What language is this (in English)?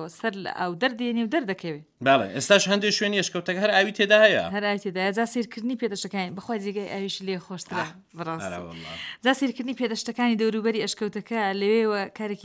Central Kurdish